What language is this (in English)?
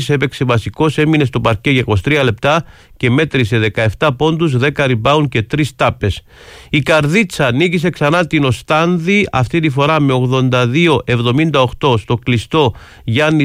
Greek